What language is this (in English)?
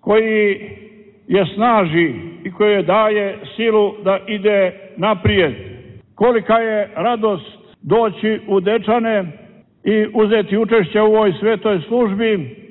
Serbian